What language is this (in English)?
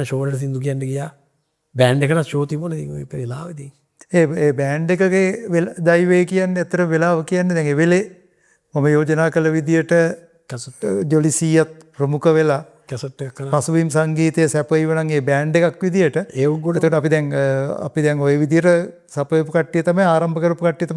Sinhala